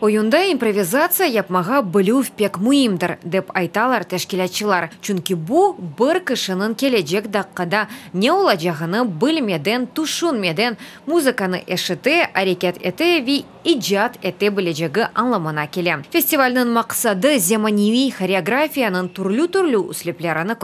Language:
Crimean Tatar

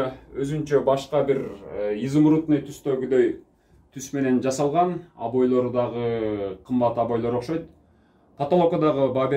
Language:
Kyrgyz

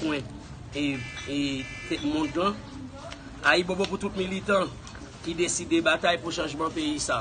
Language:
Haitian Creole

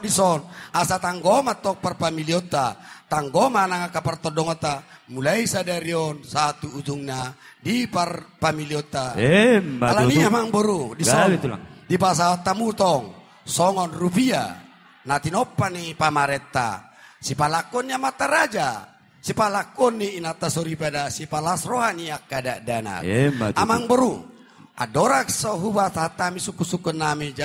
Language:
Batak Toba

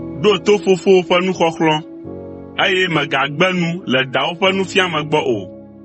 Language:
Ewe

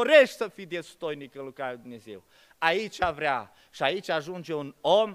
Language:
Romanian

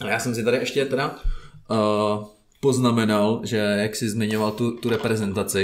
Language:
Czech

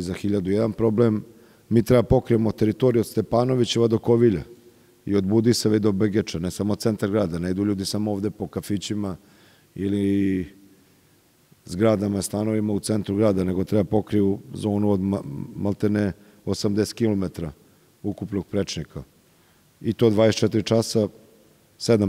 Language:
Serbian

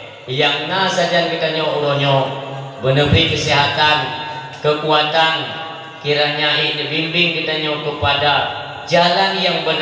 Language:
Achinese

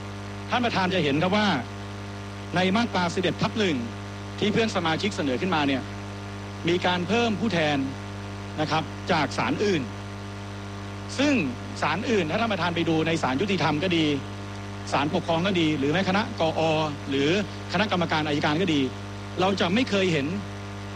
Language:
Thai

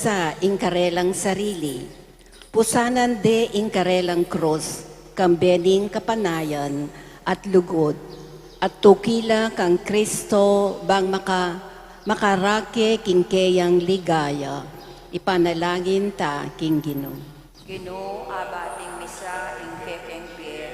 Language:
Pampanga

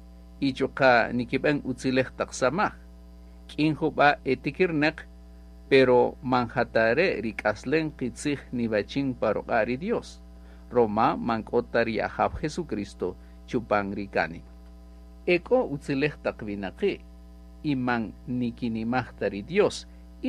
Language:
Kaqchikel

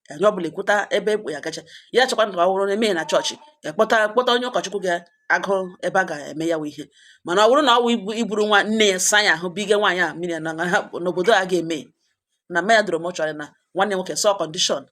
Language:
Igbo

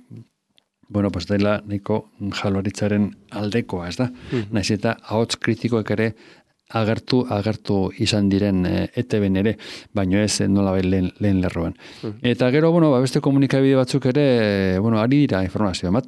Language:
Basque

